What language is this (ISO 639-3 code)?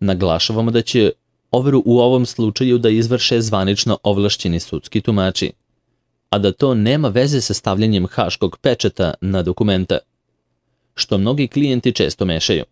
srp